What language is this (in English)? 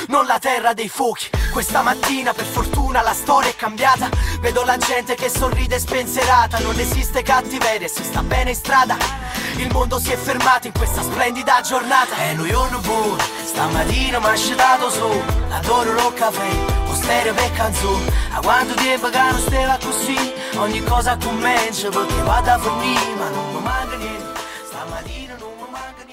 Italian